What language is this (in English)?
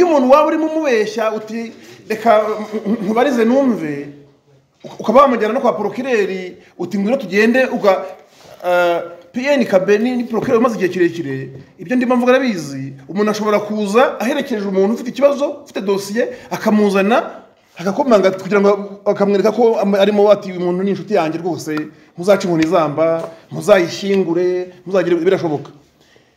Kinyarwanda